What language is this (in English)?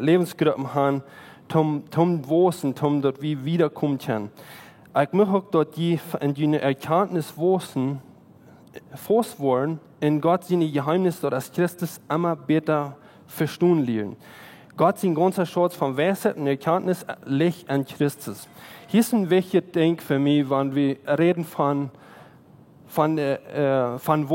Plautdietsch